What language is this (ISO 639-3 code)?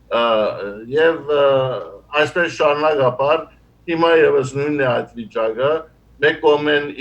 hyw